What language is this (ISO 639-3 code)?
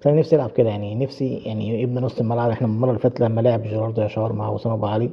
arz